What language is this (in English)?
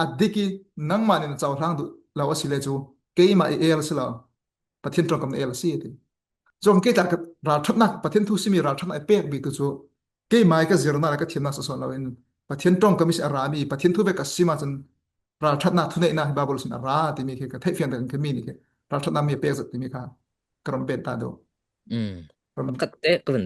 Falam Chin